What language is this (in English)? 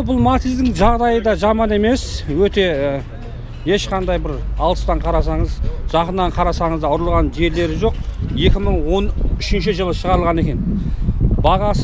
Kazakh